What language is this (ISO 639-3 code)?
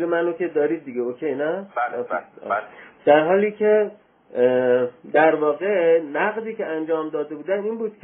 fas